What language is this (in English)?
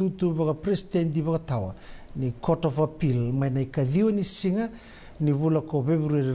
Fijian